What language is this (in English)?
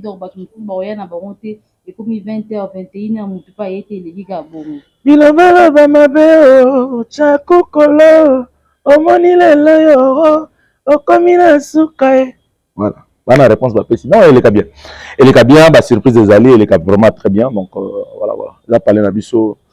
Lingala